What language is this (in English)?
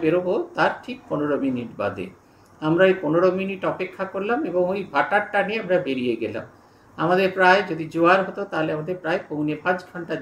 Bangla